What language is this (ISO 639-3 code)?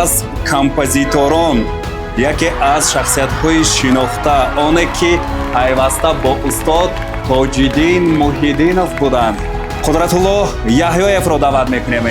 tgk